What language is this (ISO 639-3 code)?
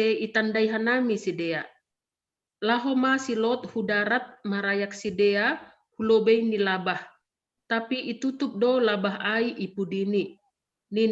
bts